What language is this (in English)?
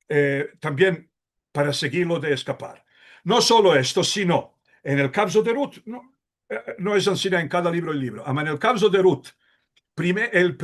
Ladino